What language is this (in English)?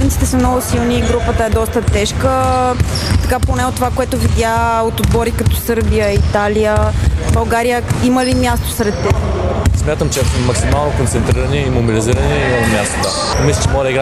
Bulgarian